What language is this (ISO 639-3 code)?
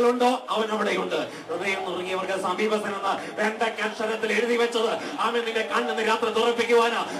mal